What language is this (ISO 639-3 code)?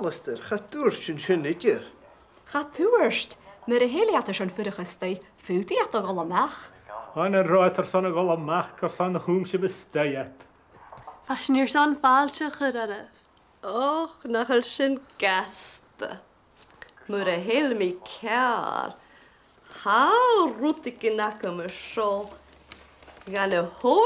gla